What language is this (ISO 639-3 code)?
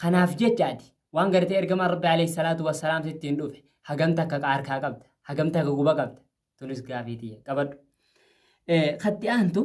orm